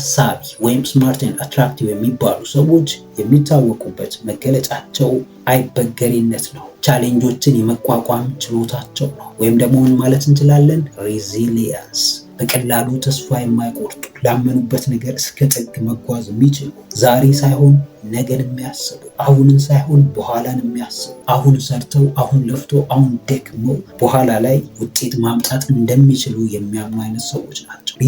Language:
Amharic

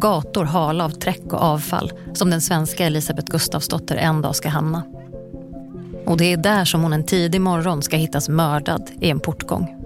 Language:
Swedish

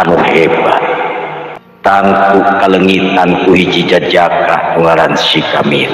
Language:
Sundanese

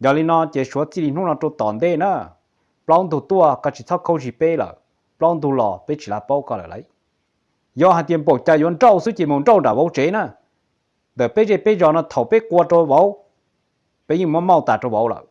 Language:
Hmong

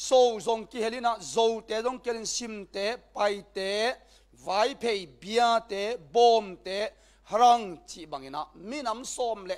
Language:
Tedim Chin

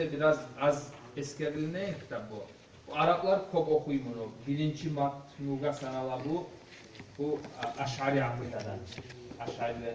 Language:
Kumyk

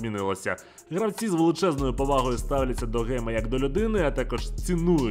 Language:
Ukrainian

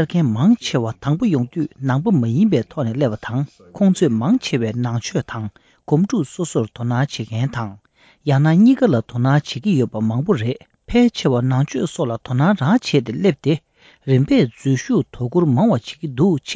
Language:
Tibetan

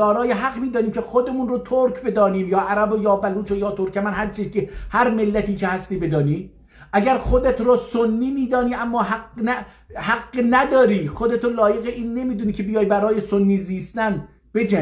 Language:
South Azerbaijani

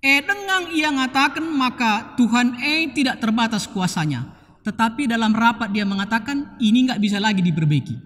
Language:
Batak Karo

